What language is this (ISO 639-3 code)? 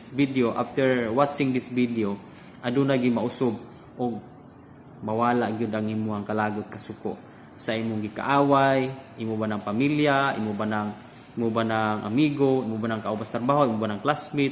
ceb